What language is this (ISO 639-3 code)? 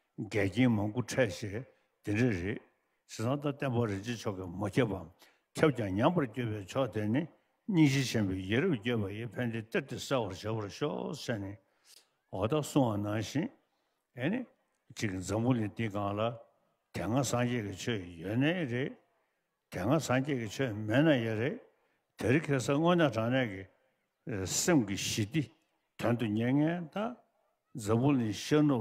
bod